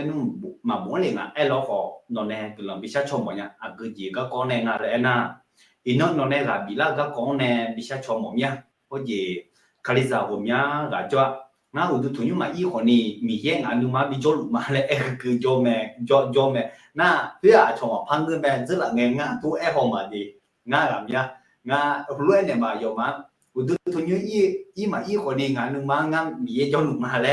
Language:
Akha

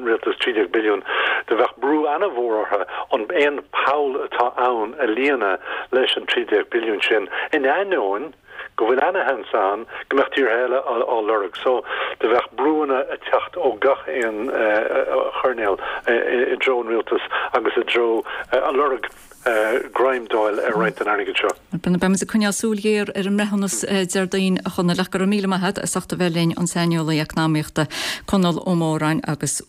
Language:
Irish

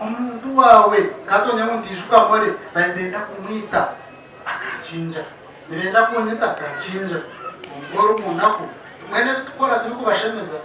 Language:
Nyankole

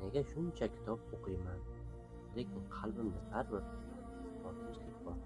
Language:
Uzbek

